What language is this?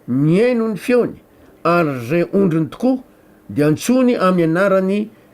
Malagasy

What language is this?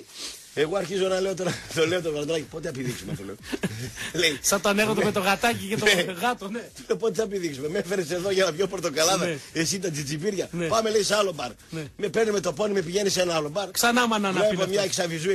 Greek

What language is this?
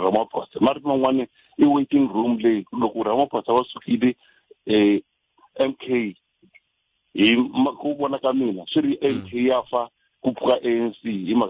Tsonga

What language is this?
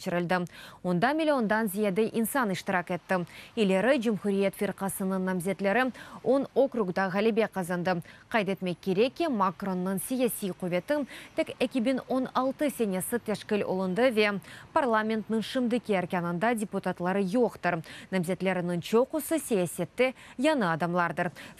Crimean Tatar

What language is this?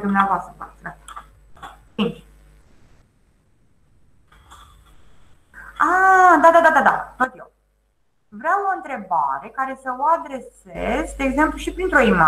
Romanian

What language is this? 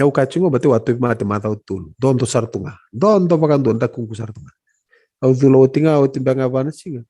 Fijian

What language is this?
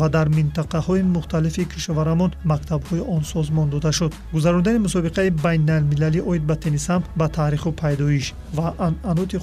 Tajik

